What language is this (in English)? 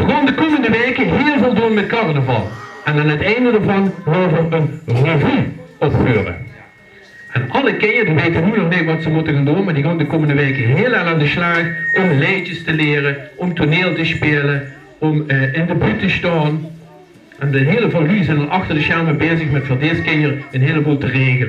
Limburgish